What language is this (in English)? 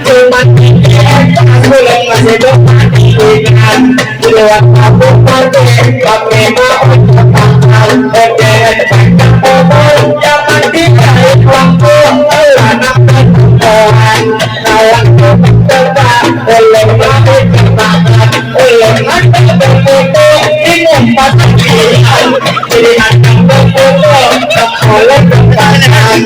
Banjar